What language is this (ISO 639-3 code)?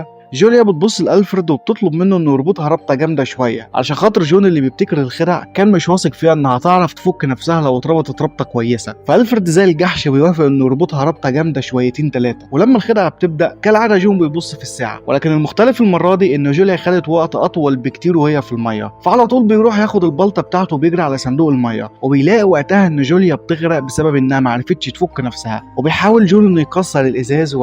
arz